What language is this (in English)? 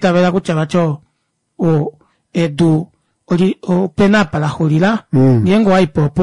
Kuanyama